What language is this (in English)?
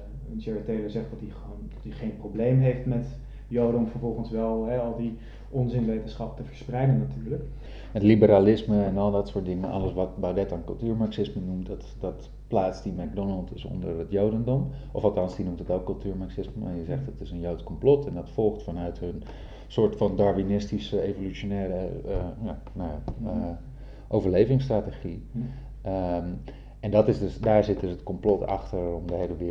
Dutch